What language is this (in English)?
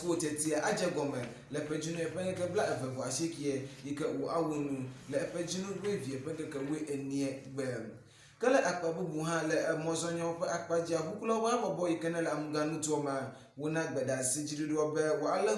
Ewe